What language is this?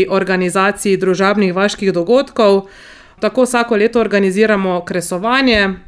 Slovenian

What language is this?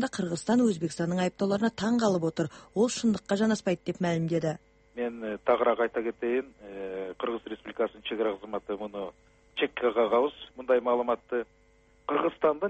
Kazakh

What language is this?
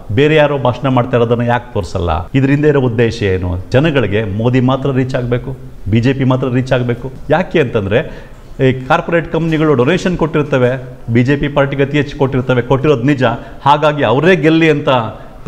Kannada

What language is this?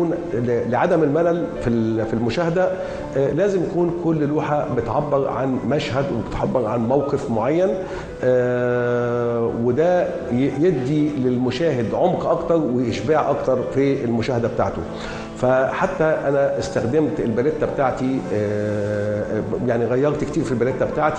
Egyptian Arabic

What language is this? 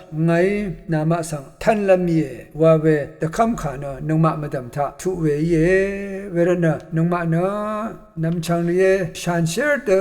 Rawang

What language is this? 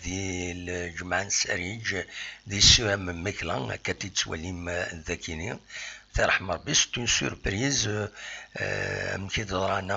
Kabyle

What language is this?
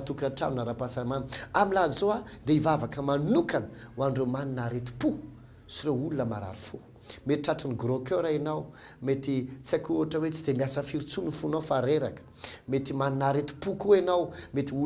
Malagasy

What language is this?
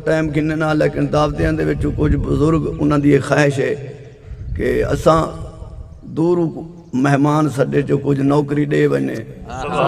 Saraiki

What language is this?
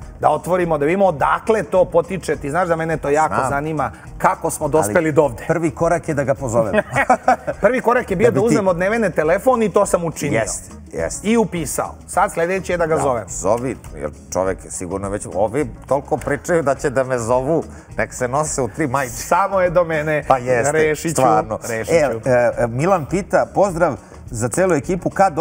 Serbian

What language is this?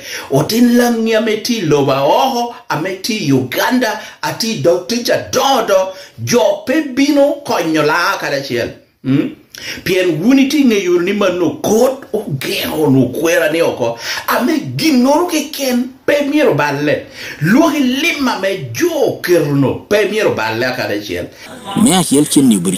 Lango (Uganda)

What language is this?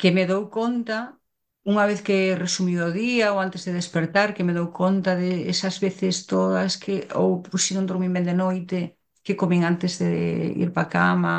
Galician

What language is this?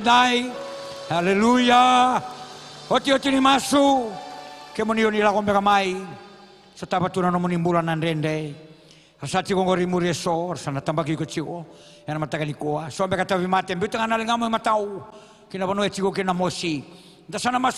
Fijian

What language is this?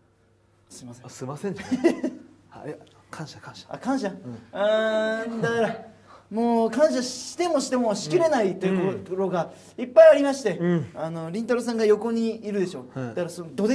Japanese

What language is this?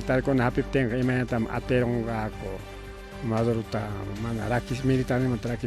Ayacucho Quechua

